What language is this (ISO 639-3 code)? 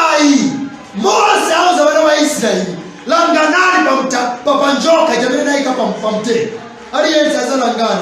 nya